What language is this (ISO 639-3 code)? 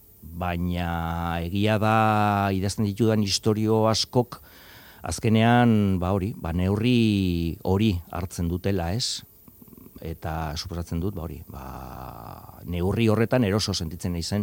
eus